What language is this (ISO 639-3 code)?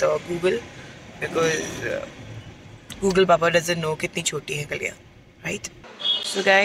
hin